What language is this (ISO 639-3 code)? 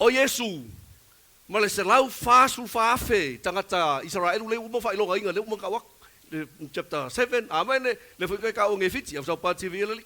smo